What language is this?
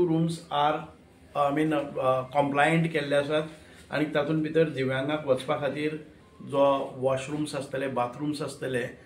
Konkani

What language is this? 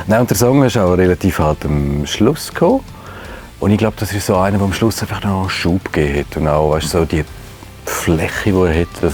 Swiss German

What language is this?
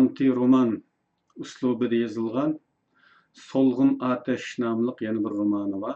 Uyghur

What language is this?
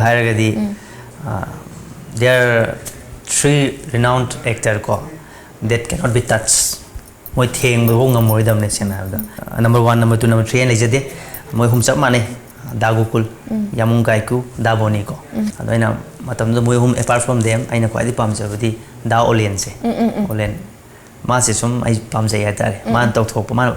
Manipuri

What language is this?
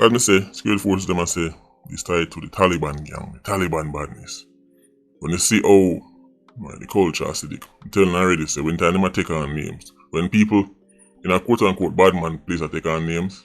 Jamaican Creole English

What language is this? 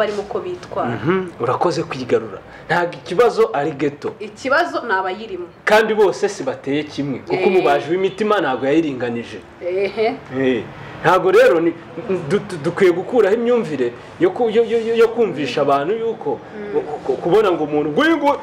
Kinyarwanda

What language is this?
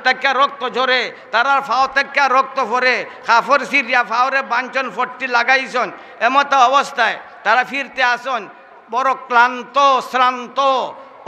Sylheti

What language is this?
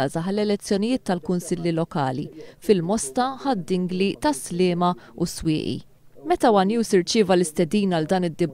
Maltese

